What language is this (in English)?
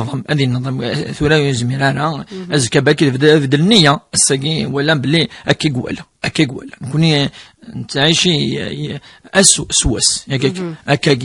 Kabyle